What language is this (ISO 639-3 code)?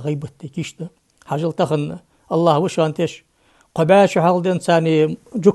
inh